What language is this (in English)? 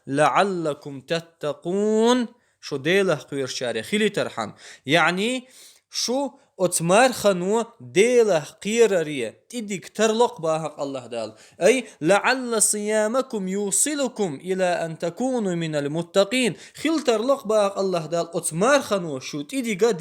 Chechen